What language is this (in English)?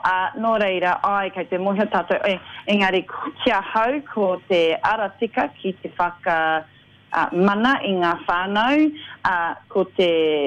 Māori